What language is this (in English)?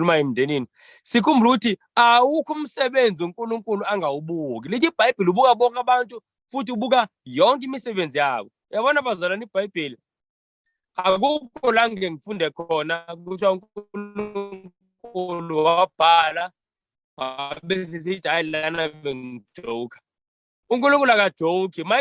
Zulu